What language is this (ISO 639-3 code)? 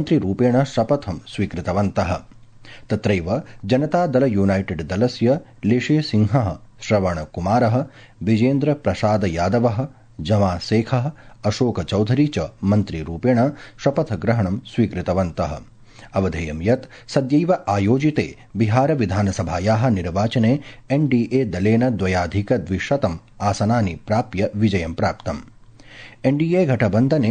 san